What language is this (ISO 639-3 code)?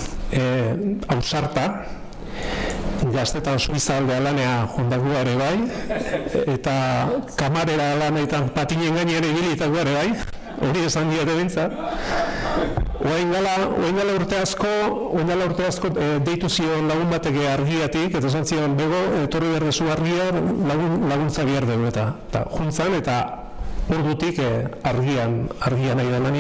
eus